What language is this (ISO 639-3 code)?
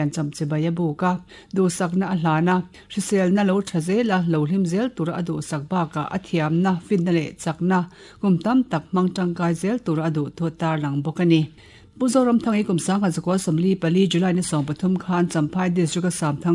lus